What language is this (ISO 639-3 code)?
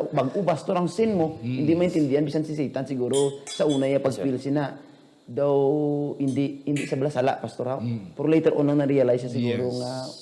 hil